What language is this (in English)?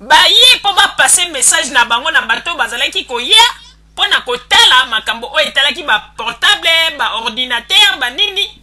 Lingala